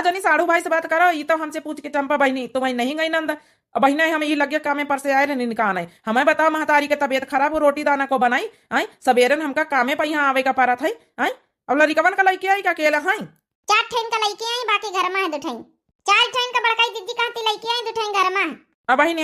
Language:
Awadhi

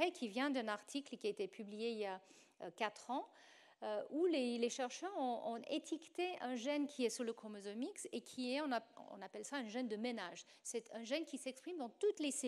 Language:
French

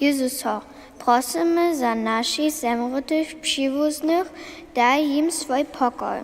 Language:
Upper Sorbian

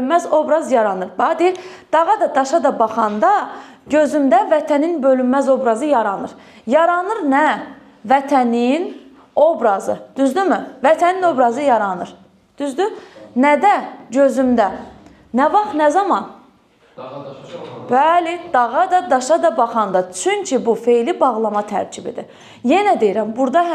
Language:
Azerbaijani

